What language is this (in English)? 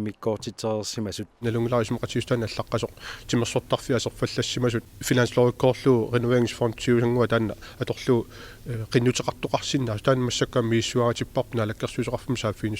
Kalaallisut